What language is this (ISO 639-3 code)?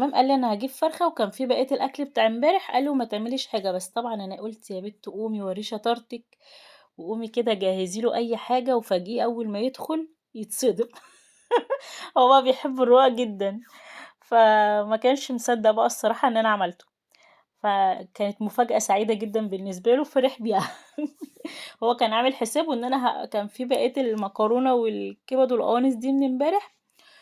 arz